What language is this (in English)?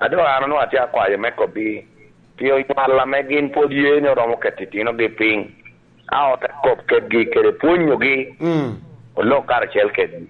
Lango (Uganda)